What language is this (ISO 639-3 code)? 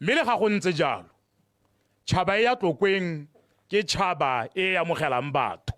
tsn